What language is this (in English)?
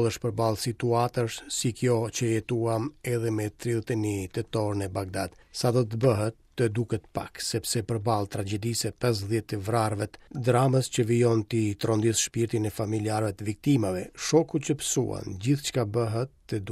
Albanian